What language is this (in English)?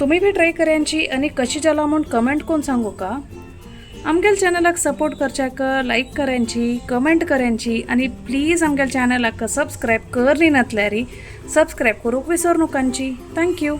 Konkani